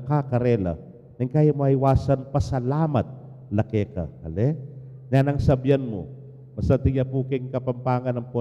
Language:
Pampanga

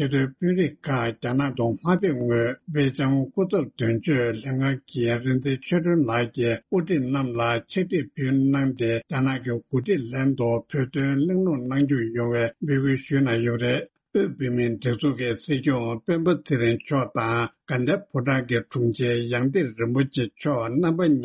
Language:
Tibetan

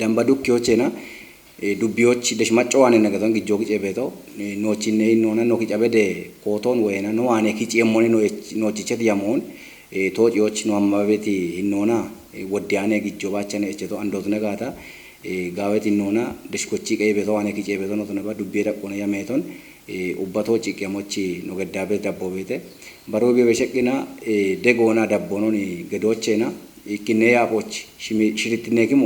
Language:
Kafa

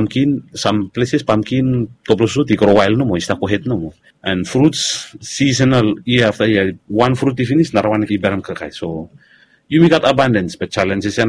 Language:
Bislama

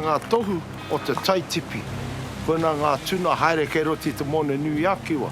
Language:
Māori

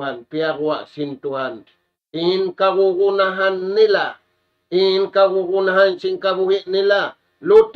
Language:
Tausug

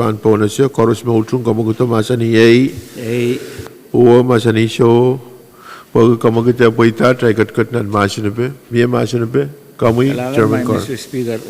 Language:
Pohnpeian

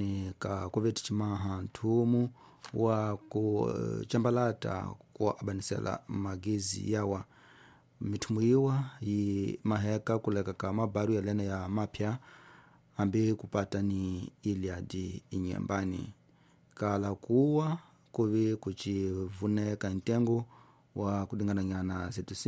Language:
Tsonga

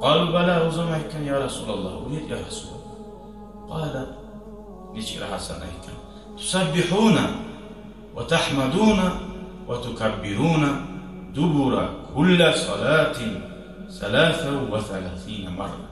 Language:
Kumyk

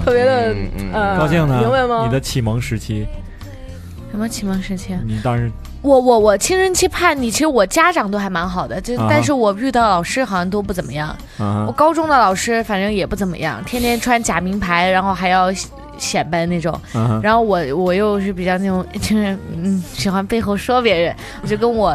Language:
Chinese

